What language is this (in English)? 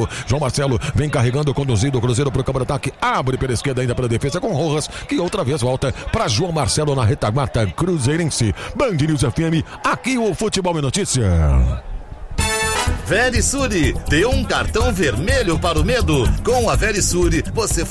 Portuguese